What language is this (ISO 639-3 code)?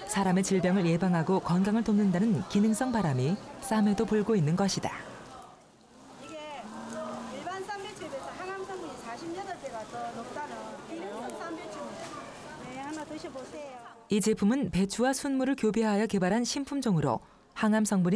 kor